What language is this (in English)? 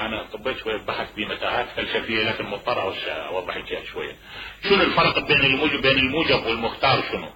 Mesopotamian Arabic